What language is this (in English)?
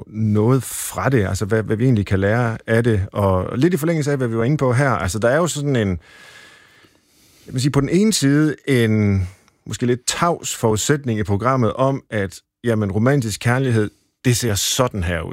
Danish